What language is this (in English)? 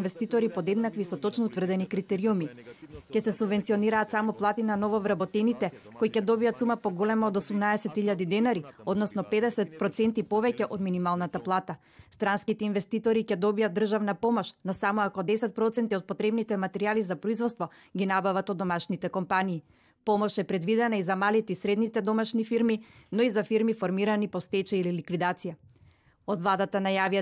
Macedonian